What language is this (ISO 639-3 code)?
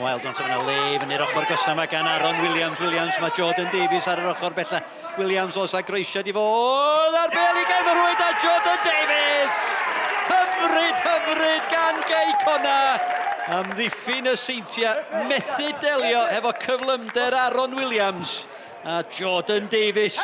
cym